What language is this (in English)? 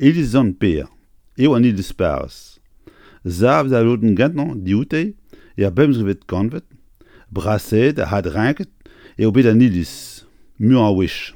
Breton